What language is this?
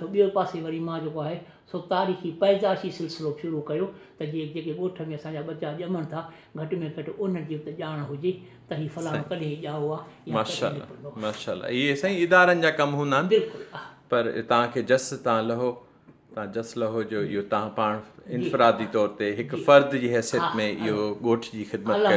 Sindhi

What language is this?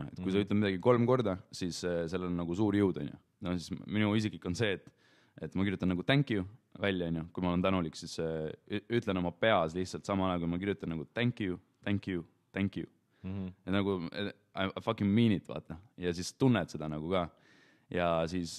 Estonian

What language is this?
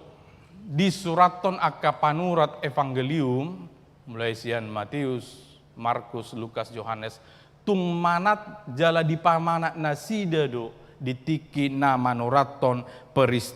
Batak Toba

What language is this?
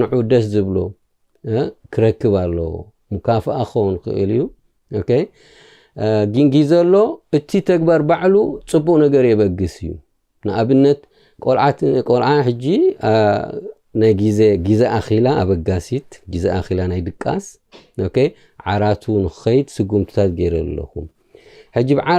Tigrinya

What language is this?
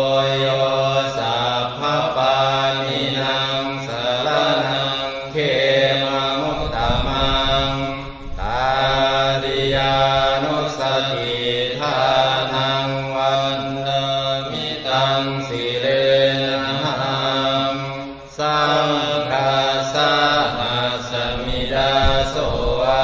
Pali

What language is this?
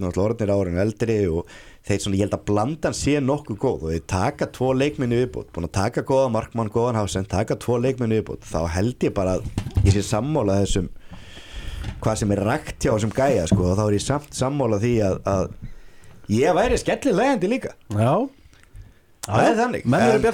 Icelandic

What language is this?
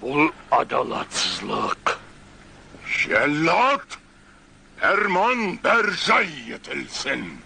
Kara-Kalpak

